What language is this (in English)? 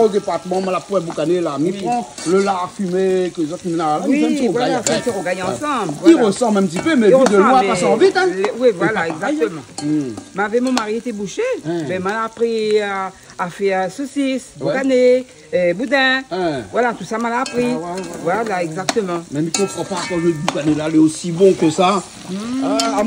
Réunion Creole French